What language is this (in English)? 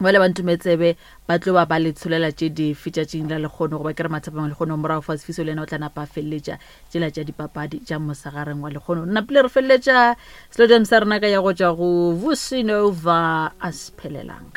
Northern Sotho